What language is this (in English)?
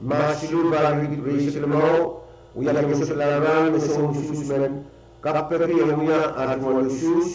Pohnpeian